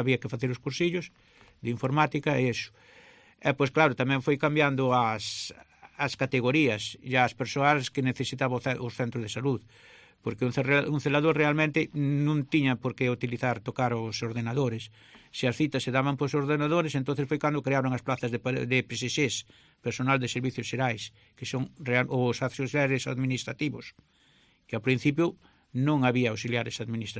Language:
Galician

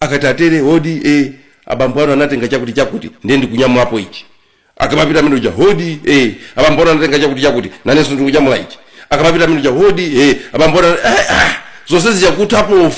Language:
Nyanja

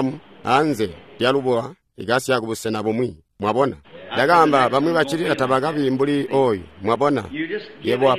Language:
Tonga (Zambia)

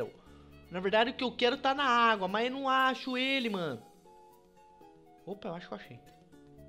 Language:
Portuguese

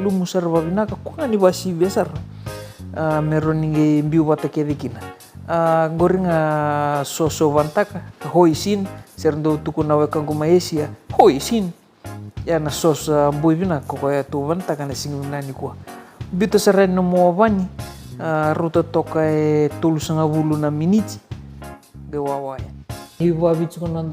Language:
Fijian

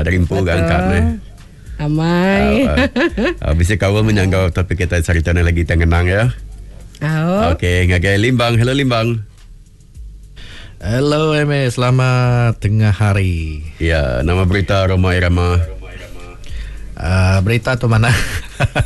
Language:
Iban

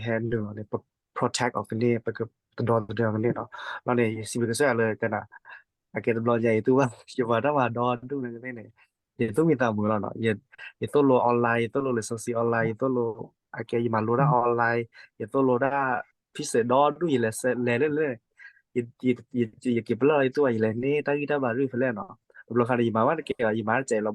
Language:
S'gaw Karen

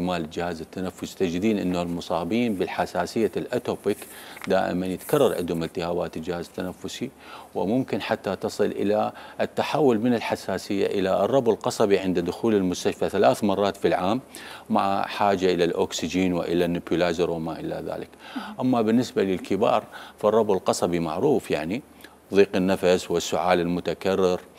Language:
Mesopotamian Arabic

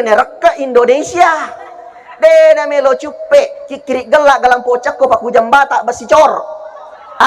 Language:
Buginese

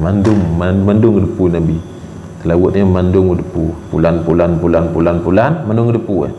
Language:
Achinese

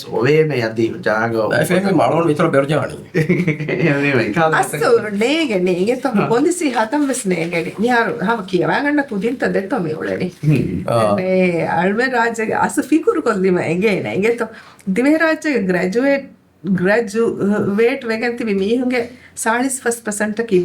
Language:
Divehi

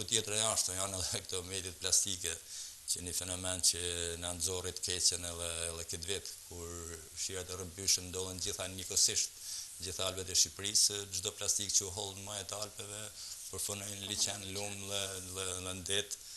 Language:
Albanian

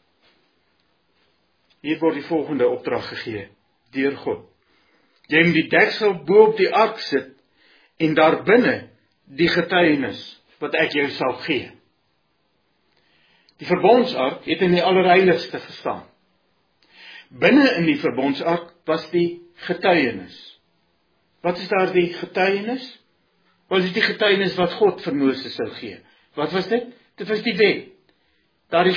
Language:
Afrikaans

